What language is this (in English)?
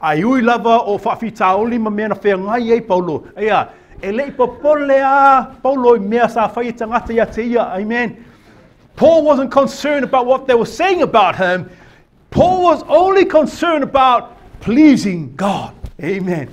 Samoan